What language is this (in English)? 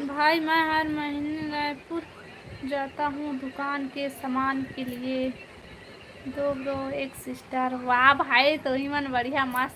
Chhattisgarhi